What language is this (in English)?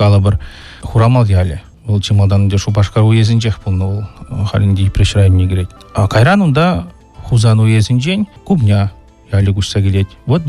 Chuvash